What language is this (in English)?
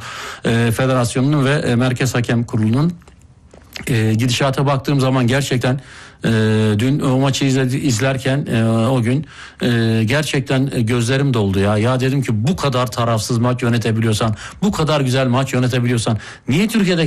Turkish